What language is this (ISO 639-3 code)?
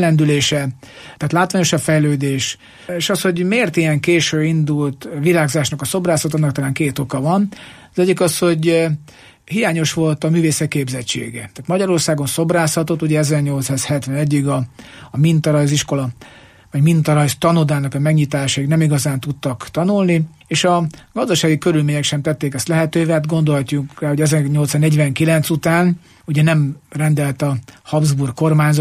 hun